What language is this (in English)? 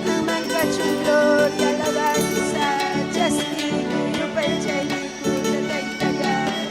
Ayacucho Quechua